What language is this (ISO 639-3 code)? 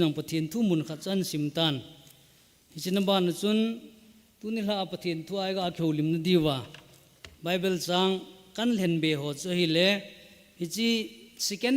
tcz